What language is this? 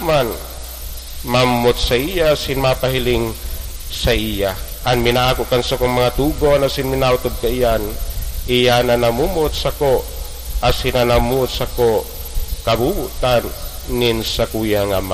Bikol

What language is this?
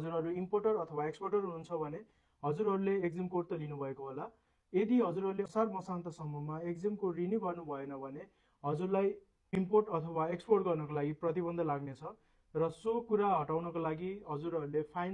Nepali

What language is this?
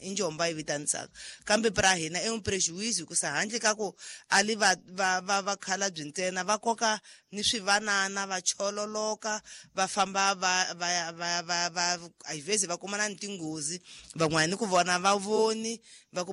Tsonga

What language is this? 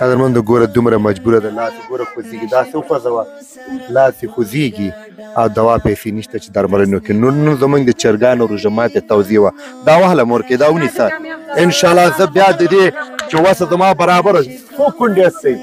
Pashto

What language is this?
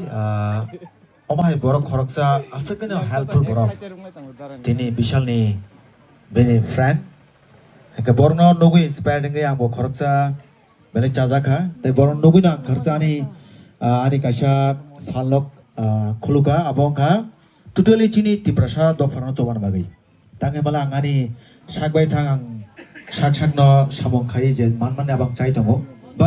Kok Borok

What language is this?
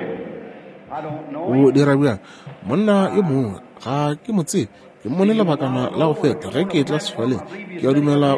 Northern Sotho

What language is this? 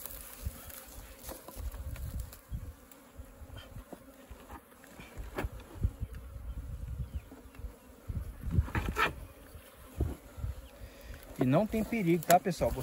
Portuguese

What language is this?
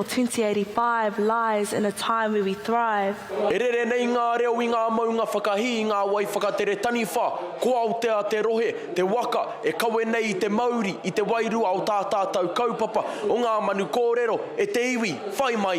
Māori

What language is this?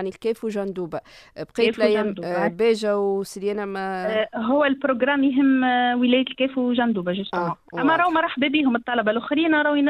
Tunisian Arabic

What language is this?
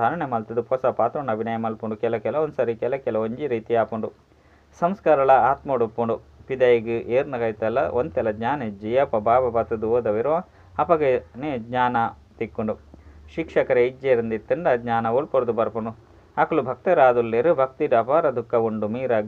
Tulu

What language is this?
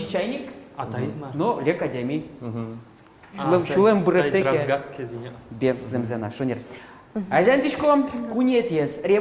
Udmurt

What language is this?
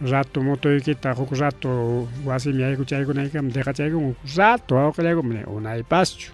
Ayacucho Quechua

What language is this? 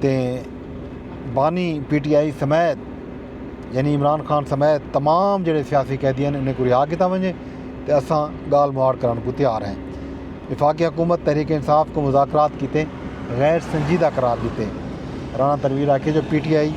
Saraiki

